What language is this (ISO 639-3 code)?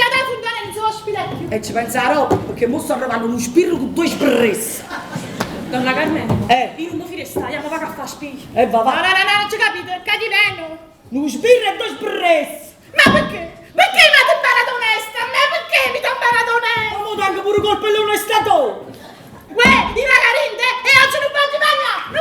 nap